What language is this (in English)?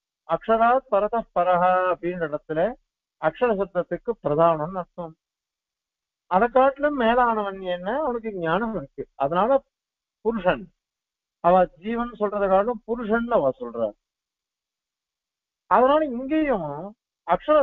Tamil